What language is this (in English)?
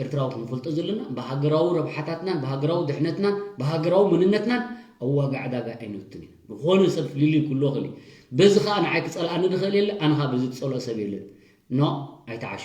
Tigrinya